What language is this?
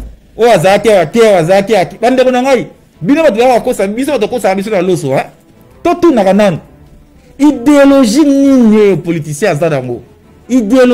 Lingala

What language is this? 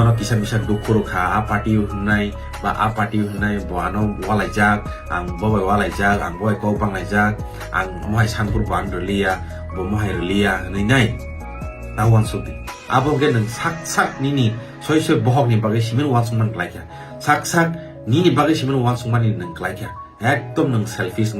Kok Borok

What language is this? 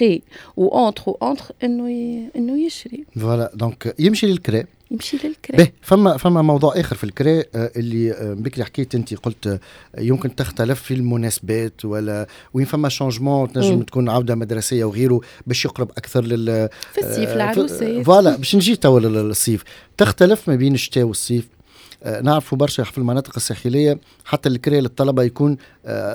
Tunisian Arabic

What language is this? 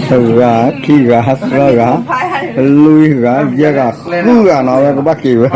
S'gaw Karen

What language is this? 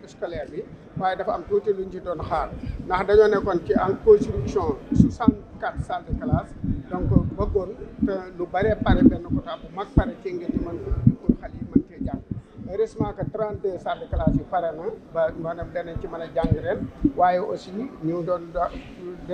Wolof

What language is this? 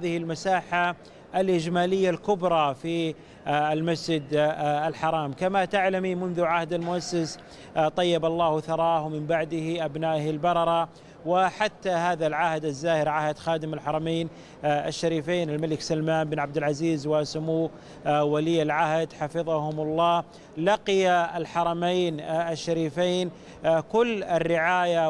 Arabic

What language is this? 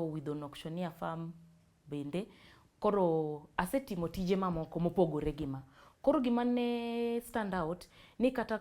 Luo (Kenya and Tanzania)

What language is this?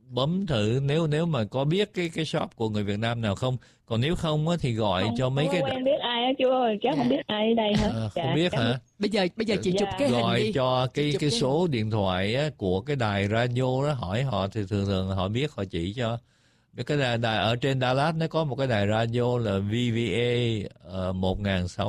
Vietnamese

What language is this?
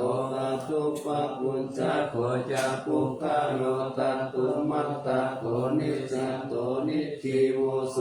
Pali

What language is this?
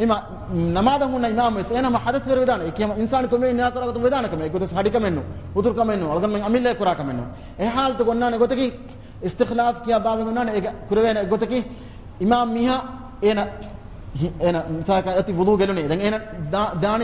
Divehi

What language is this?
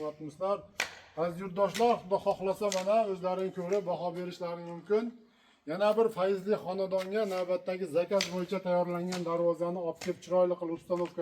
Uzbek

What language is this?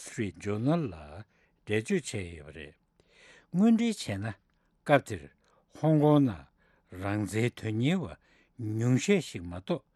Tibetan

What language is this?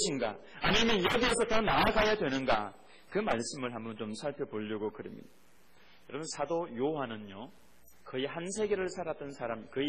Korean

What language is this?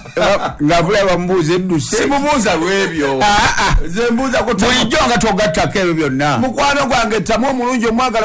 Ganda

